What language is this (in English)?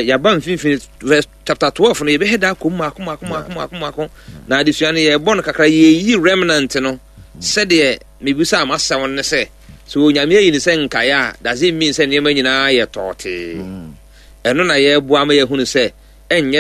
Akan